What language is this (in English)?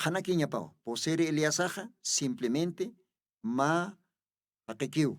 Aymara